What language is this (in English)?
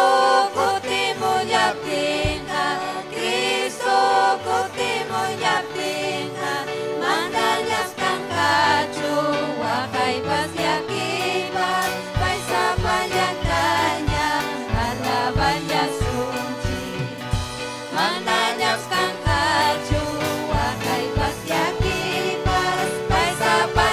Ayacucho Quechua